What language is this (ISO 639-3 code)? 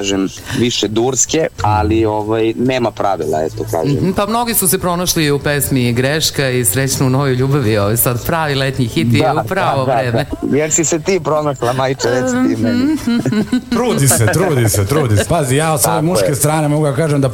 srp